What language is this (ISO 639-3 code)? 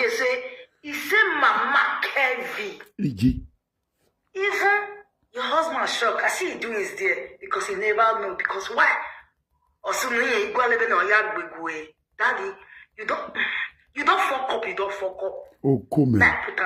pcm